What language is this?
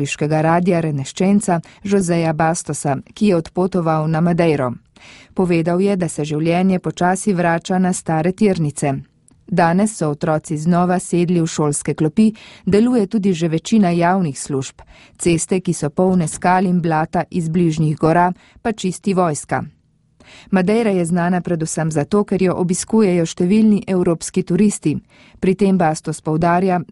Slovenian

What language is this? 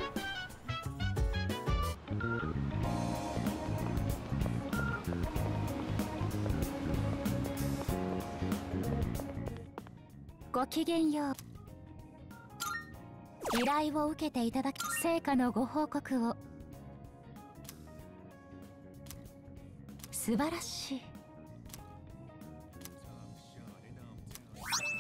Japanese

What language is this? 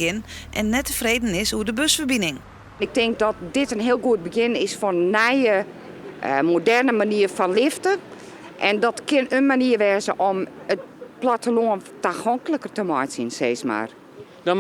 Western Frisian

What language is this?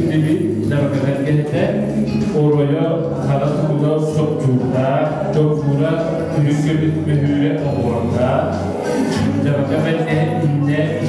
Yakut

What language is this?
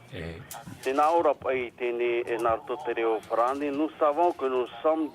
Tahitian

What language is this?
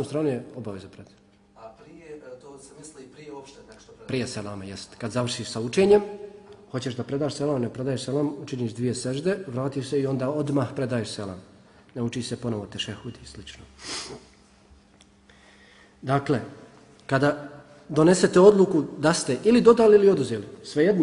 Bosnian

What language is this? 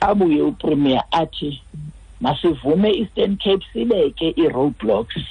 Xhosa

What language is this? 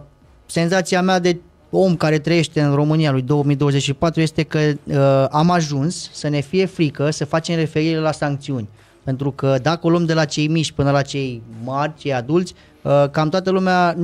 Romanian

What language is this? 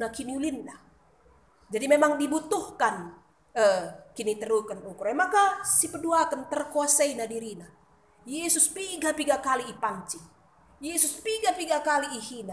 Batak Karo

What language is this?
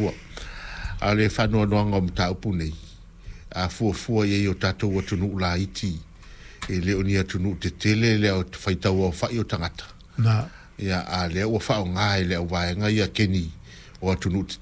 Samoan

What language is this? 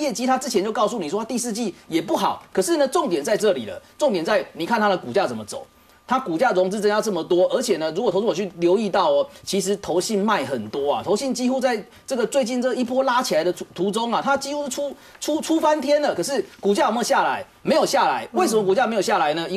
Chinese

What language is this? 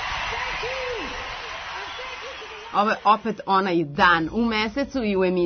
Serbian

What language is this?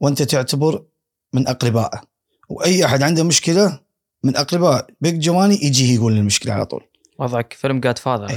Gulf Arabic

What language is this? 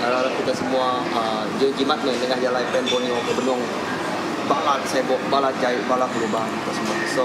Iban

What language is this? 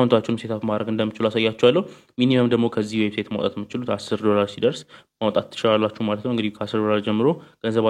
Amharic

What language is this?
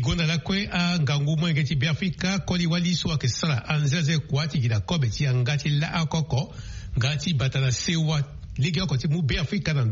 Sango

